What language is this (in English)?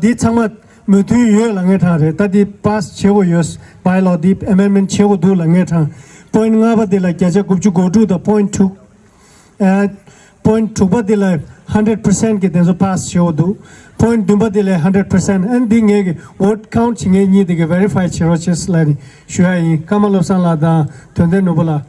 Tibetan